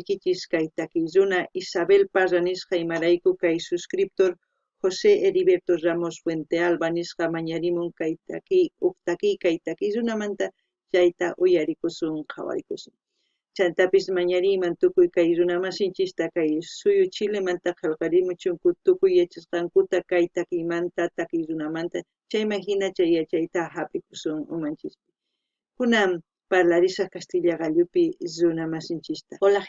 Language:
South Bolivian Quechua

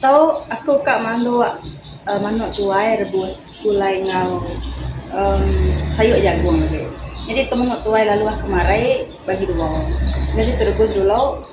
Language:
Iban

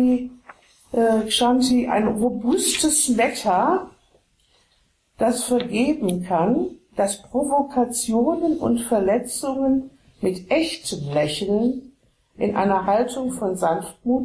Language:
German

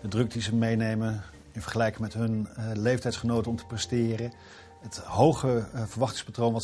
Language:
Dutch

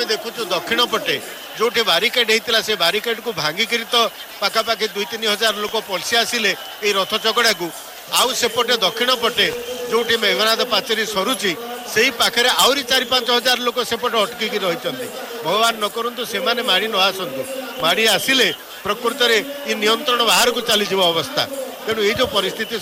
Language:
Odia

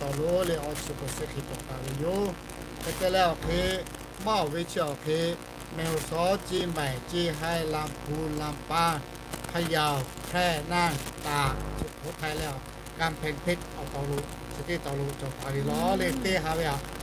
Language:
Lahu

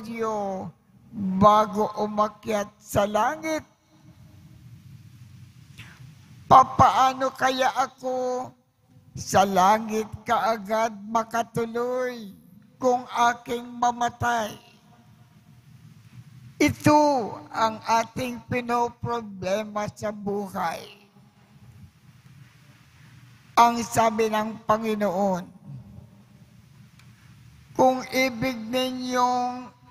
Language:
Filipino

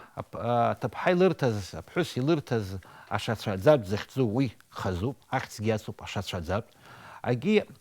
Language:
Abkhazian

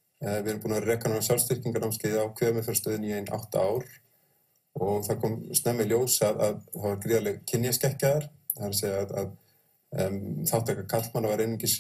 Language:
Icelandic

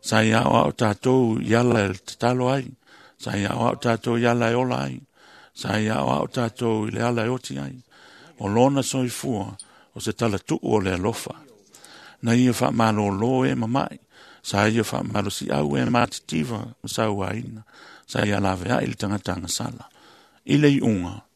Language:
Samoan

